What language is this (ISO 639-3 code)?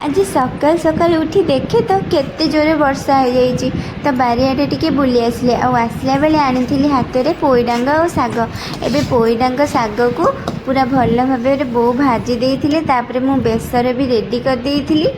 ori